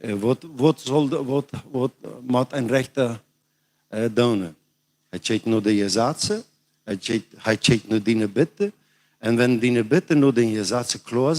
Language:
Plautdietsch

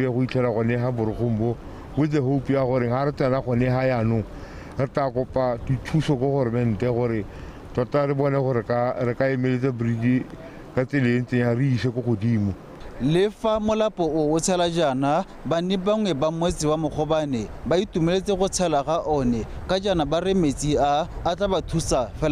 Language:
Tswana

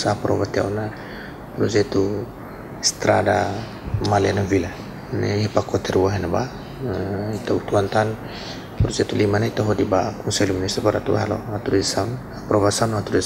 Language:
Tetum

